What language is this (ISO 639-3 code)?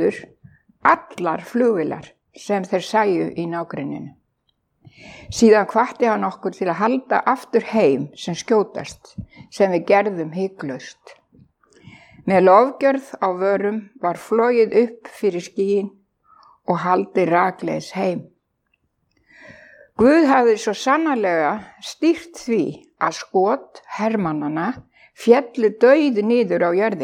isl